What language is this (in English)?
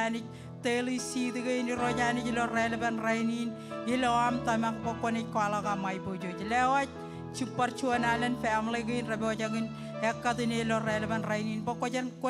Marshallese